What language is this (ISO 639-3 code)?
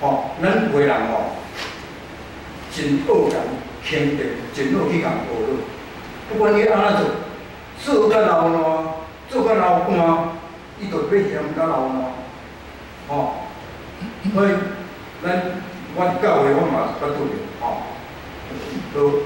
nan